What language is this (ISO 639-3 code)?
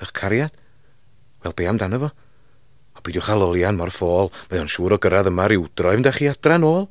cym